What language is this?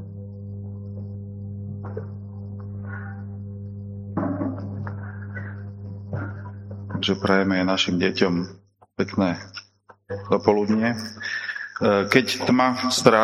Slovak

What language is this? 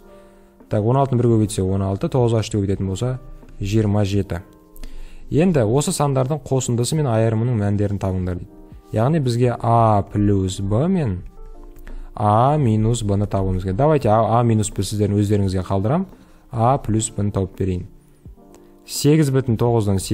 Kazakh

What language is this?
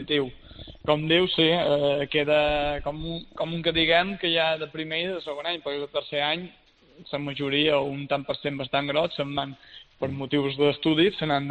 Catalan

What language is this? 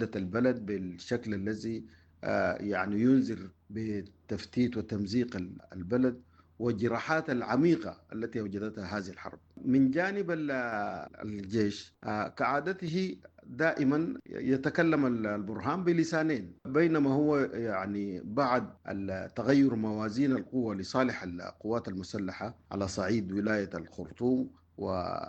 Sudanese Arabic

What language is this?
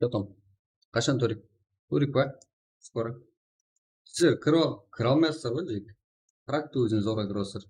Kara-Kalpak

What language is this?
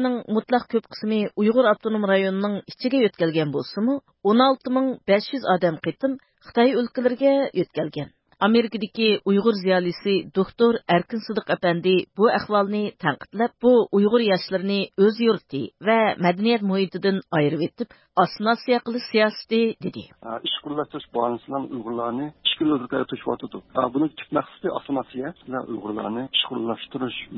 Uyghur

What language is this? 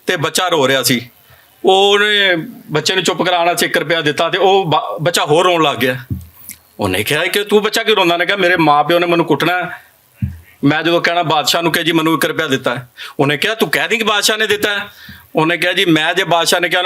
Western Panjabi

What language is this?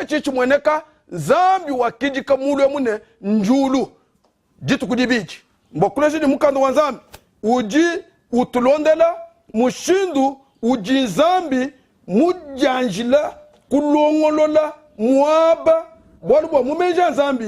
Luba-Lulua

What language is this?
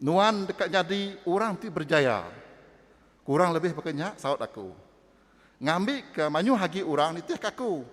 Iban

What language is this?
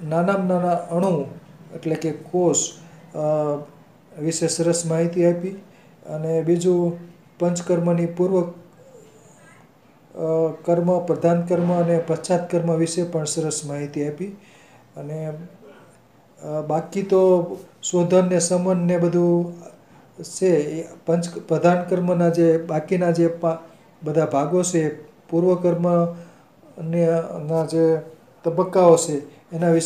Gujarati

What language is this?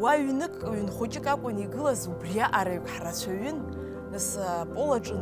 Abkhazian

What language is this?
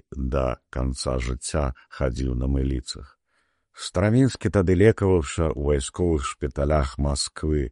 Belarusian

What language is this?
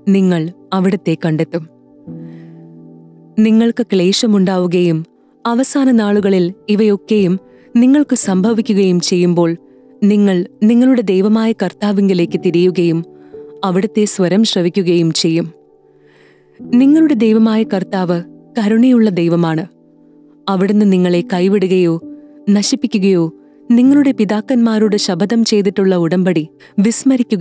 Malayalam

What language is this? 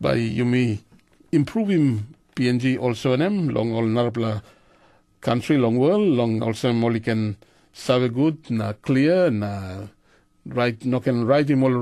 Tok Pisin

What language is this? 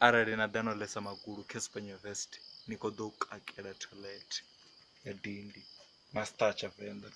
Venda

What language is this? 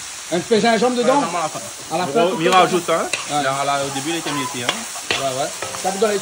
Réunion Creole French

